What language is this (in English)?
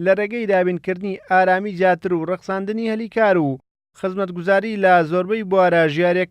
Central Kurdish